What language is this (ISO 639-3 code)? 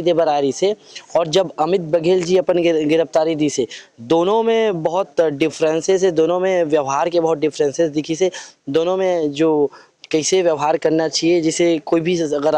hne